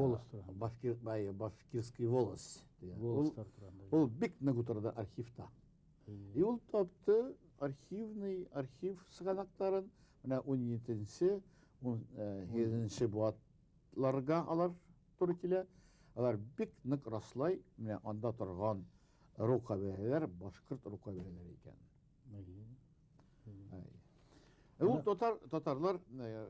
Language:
Bashkir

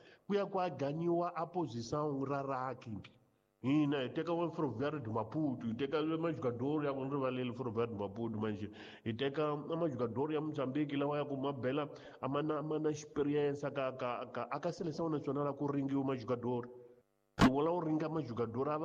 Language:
Tsonga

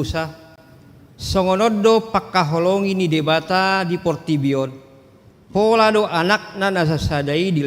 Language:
Batak Toba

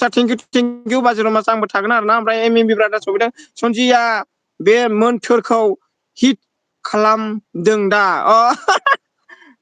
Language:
Bodo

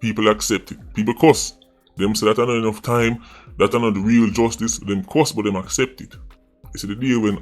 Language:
Jamaican Creole English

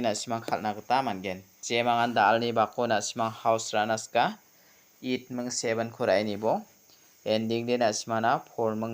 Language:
Garo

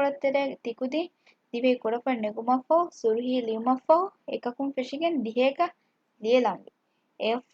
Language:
Divehi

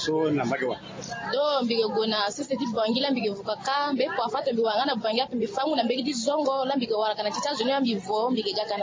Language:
Sango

